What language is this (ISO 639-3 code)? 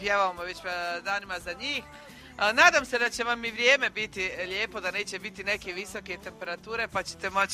hrv